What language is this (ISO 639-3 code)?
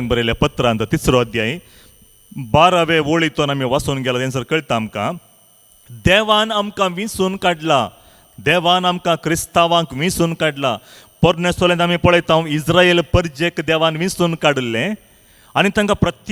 kok